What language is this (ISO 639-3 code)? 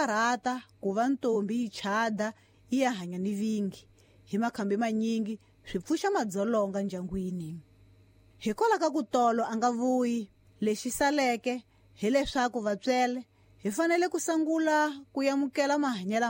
tso